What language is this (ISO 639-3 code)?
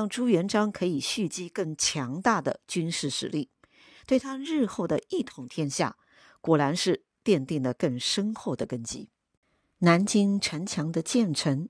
zho